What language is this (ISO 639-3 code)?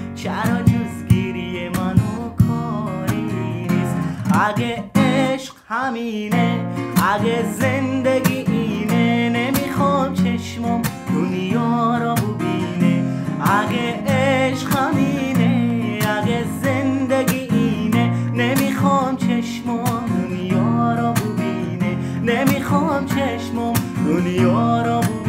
tgk